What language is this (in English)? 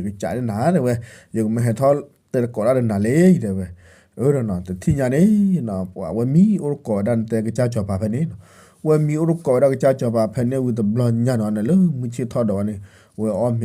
S'gaw Karen